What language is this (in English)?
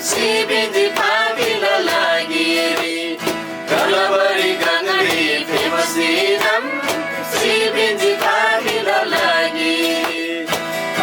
Eastern Tamang